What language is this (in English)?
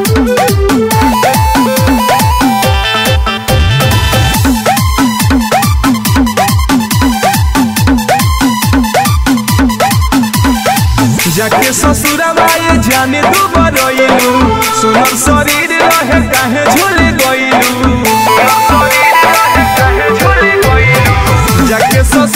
Bhojpuri